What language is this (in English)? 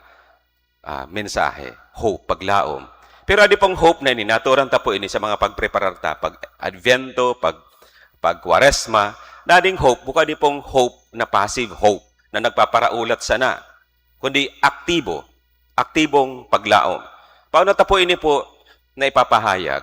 Bikol